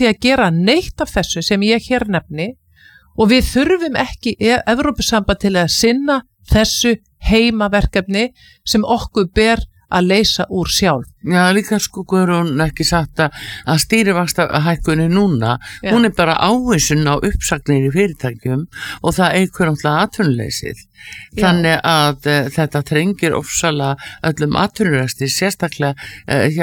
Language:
Icelandic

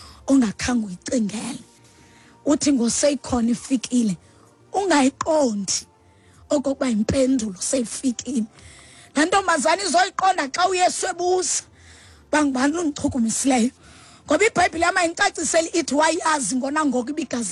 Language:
Xhosa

